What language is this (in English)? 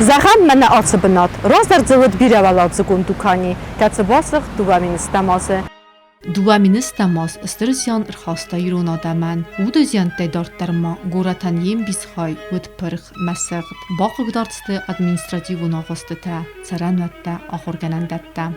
Ossetic